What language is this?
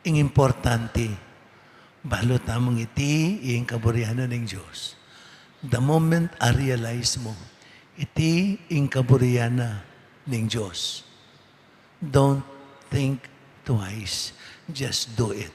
Pampanga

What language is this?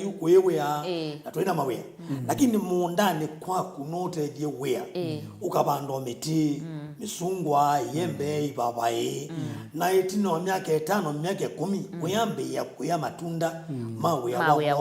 Kamba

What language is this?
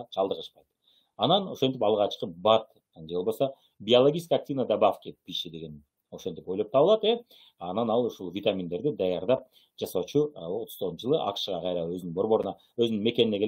Kyrgyz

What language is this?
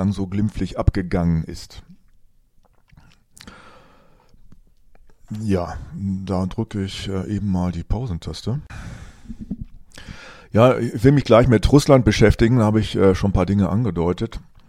German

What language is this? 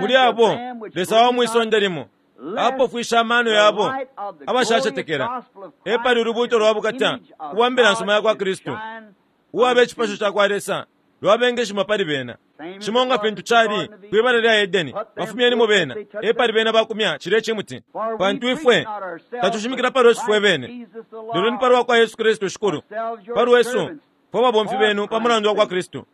Bemba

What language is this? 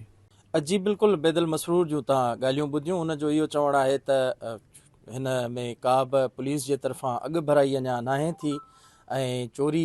Sindhi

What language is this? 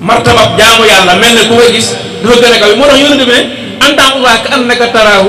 Wolof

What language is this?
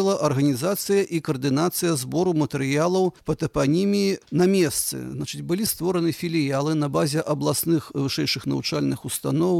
Belarusian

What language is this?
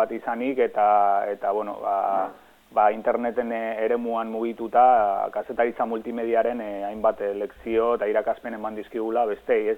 Basque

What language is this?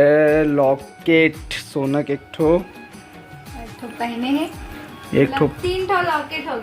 Chhattisgarhi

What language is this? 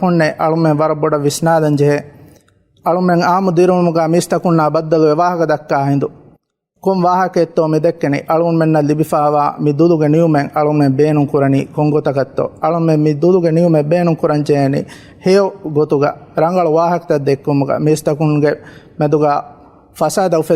Divehi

